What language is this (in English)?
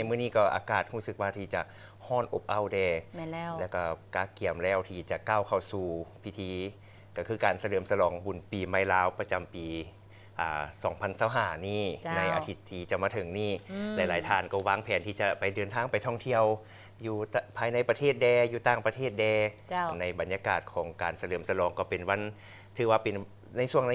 Lao